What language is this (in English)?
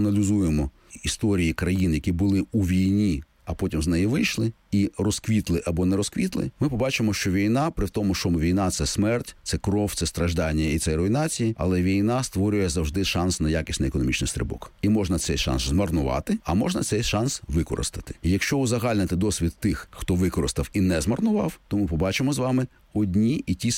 Ukrainian